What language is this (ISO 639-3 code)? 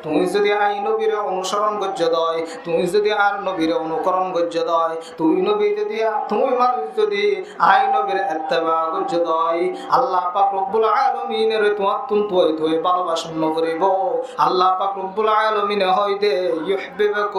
rhg